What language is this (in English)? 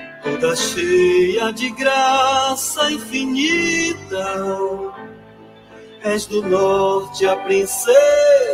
Portuguese